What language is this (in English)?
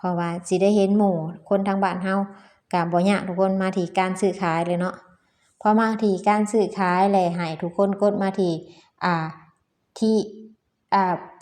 Lao